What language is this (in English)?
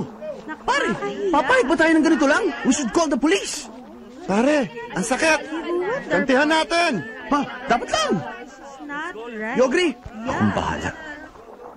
Filipino